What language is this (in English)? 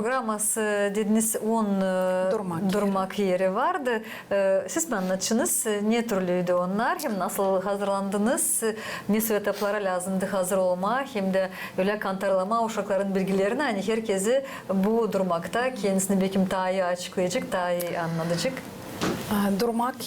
Gagauz